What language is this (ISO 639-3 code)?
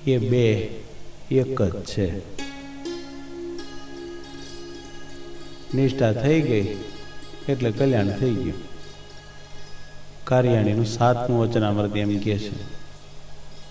guj